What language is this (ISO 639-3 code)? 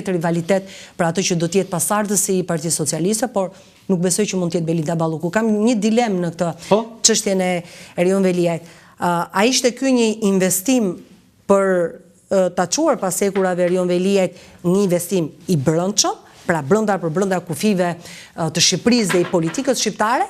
sqi